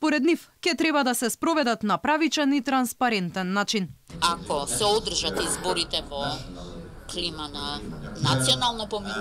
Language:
Macedonian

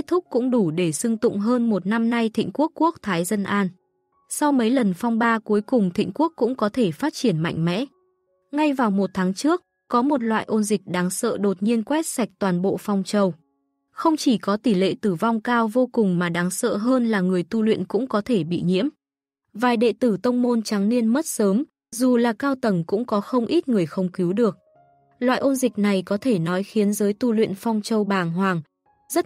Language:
Vietnamese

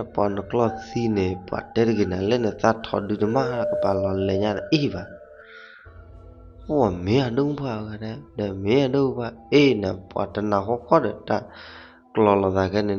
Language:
S'gaw Karen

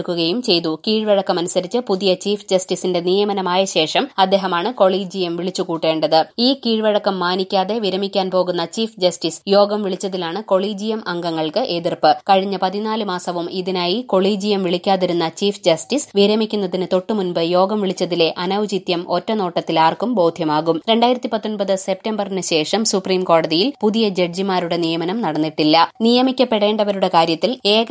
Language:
Malayalam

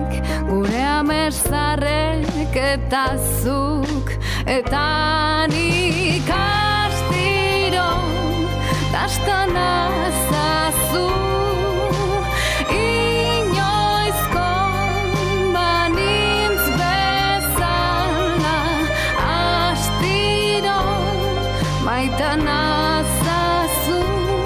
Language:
Basque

